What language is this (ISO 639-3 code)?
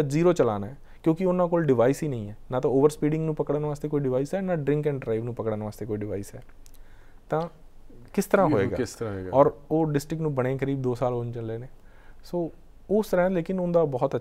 pan